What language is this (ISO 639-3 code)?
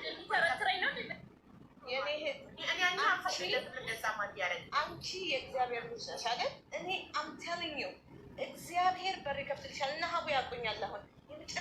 amh